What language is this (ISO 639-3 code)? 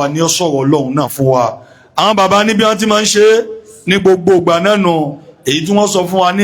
yor